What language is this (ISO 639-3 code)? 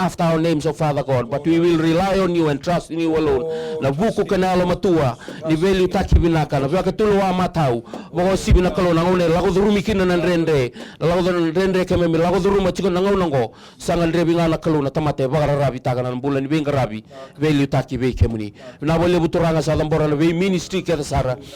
fij